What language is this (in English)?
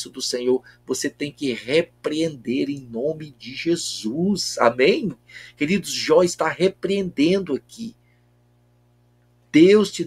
Portuguese